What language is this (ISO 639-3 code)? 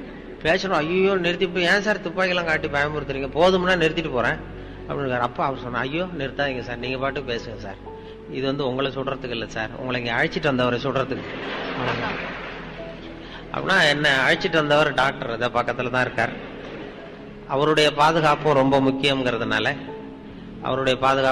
tam